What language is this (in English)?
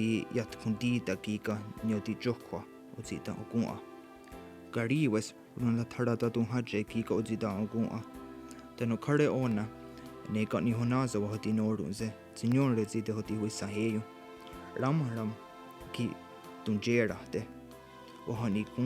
Mohawk